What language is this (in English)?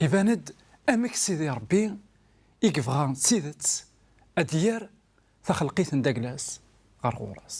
Kabyle